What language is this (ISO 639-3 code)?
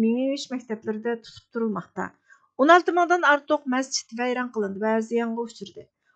uig